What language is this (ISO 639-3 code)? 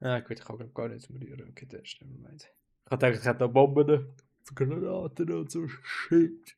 gsw